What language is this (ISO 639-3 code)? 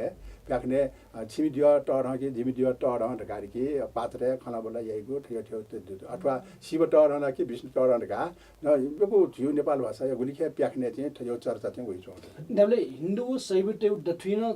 new